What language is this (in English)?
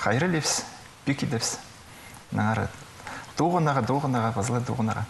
Khakas